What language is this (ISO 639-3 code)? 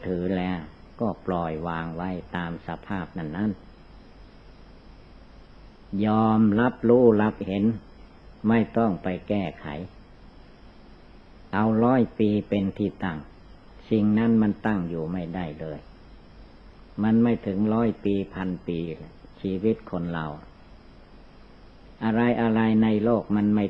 tha